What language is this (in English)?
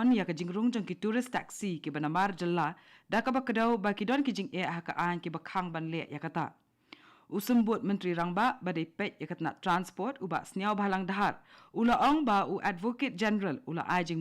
Khasi